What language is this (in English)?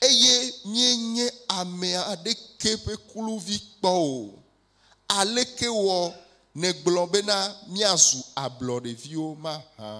Ewe